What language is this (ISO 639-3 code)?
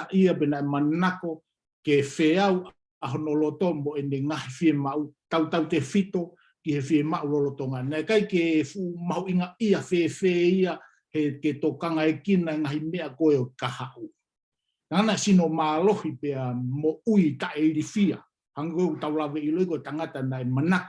ton